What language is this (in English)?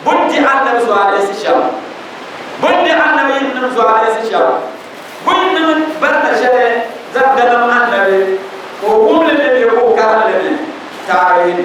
Dagbani